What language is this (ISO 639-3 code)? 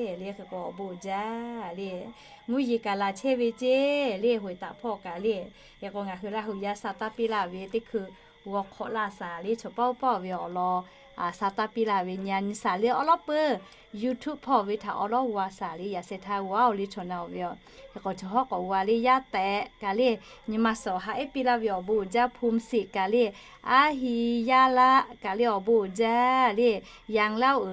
lhu